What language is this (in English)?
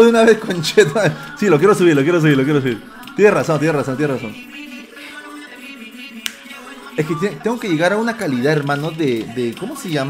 Spanish